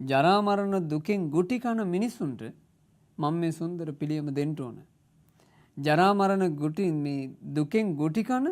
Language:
Sinhala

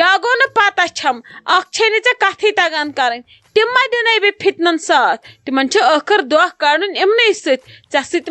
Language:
Kashmiri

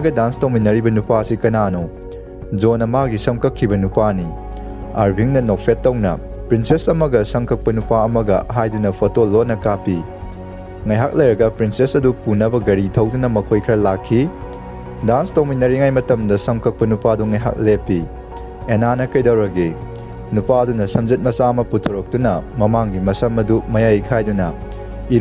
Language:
Manipuri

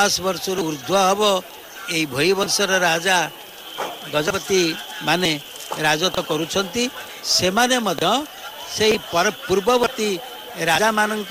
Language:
Odia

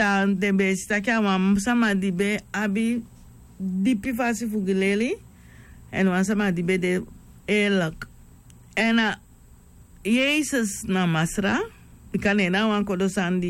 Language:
Sranan Tongo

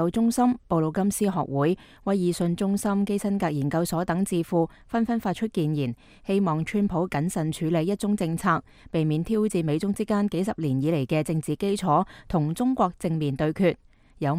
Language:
Cantonese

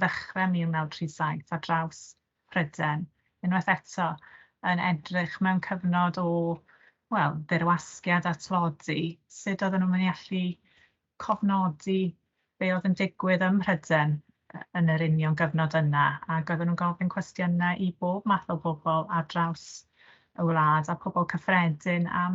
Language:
Welsh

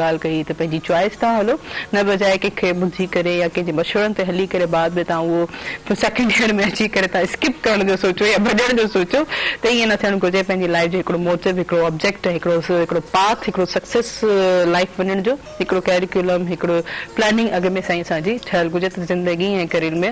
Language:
Sindhi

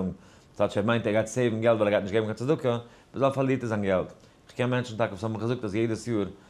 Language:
Yiddish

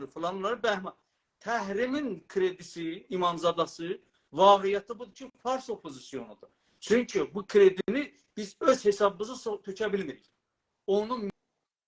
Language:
South Azerbaijani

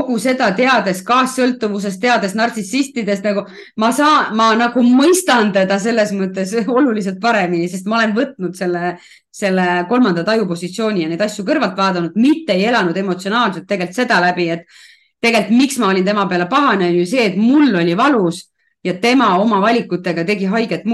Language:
Estonian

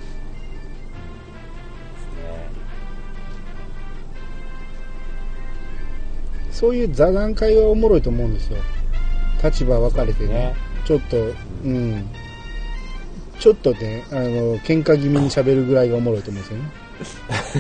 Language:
Japanese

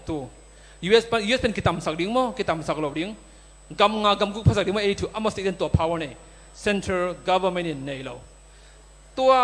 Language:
Tedim Chin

